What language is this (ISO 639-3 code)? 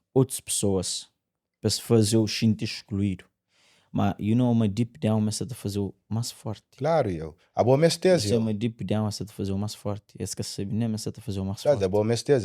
kea